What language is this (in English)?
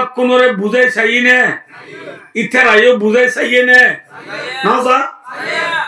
Rohingya